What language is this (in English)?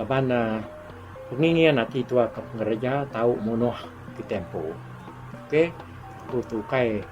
Iban